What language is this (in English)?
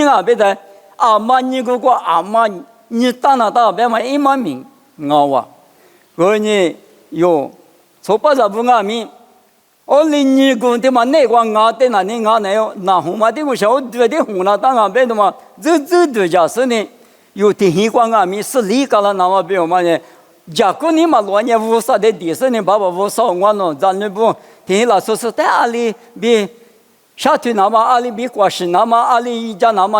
Lisu